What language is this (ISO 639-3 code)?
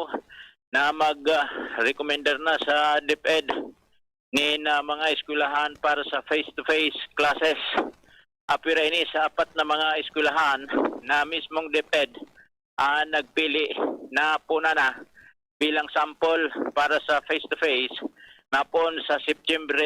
bik